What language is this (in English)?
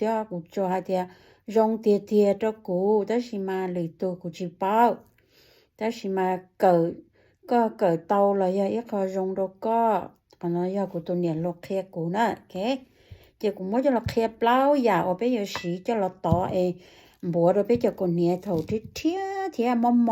Hmong